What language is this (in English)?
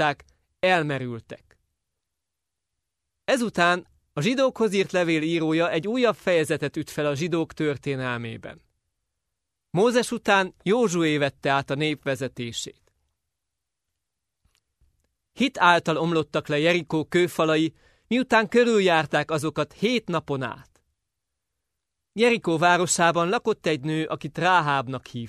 Hungarian